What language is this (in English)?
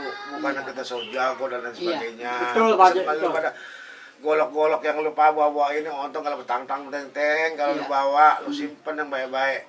Betawi